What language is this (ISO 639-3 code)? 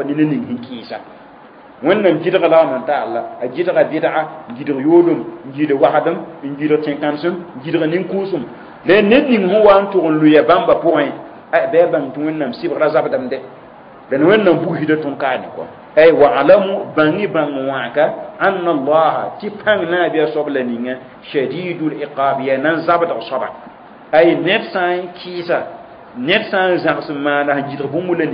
mos